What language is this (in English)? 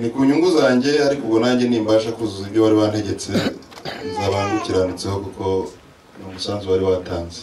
Kinyarwanda